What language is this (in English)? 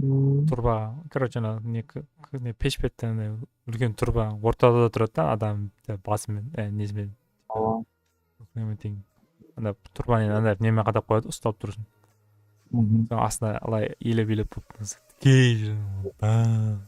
Kara-Kalpak